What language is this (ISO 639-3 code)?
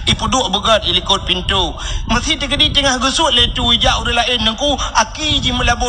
ace